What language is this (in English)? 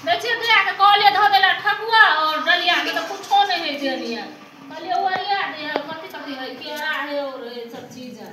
Maithili